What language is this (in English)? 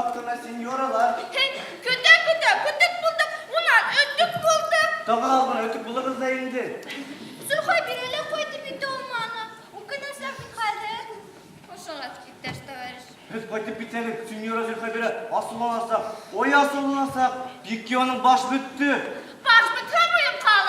Bashkir